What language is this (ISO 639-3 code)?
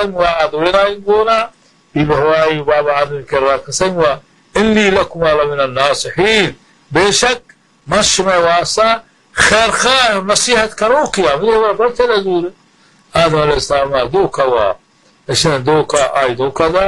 bal